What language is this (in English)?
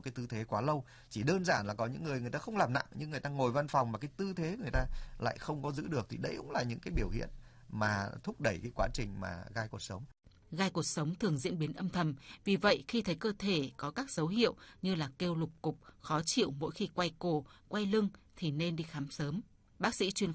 Vietnamese